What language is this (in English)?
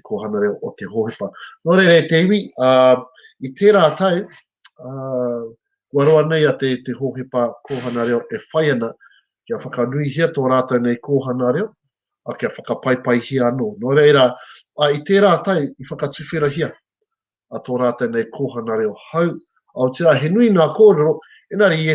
Māori